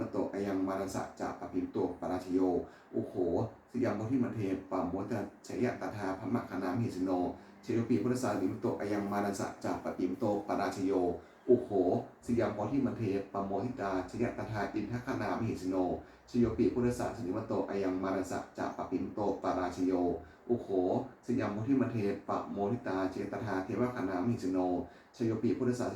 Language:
Pali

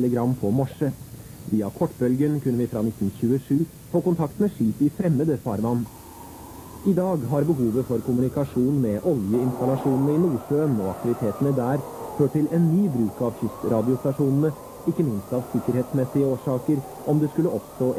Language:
Norwegian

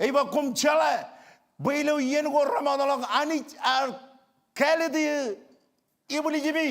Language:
Marshallese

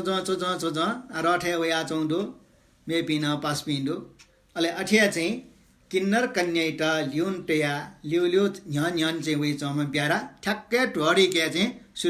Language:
Newari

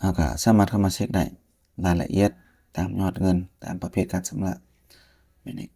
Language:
Lao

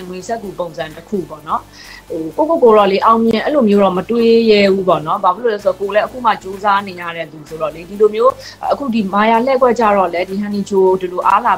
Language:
Burmese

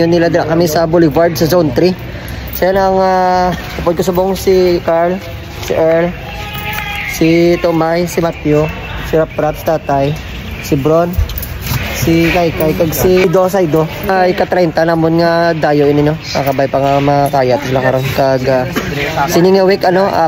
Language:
Hiligaynon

